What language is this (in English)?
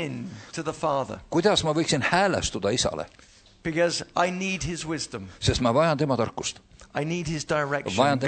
Estonian